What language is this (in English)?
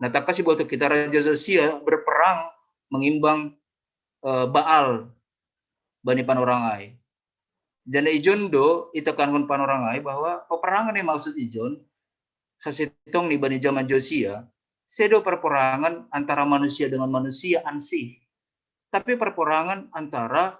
Batak Simalungun